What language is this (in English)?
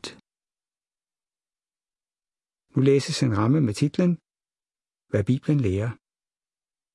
Danish